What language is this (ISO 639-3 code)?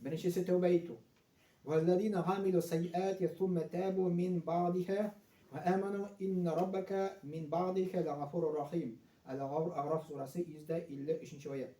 tat